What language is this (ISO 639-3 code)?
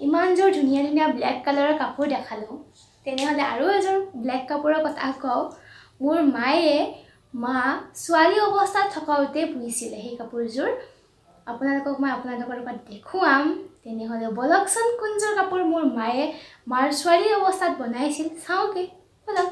asm